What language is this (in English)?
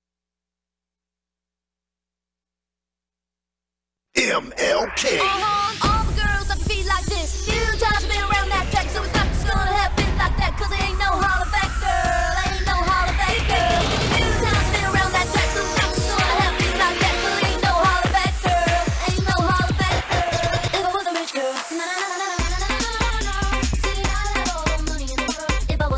English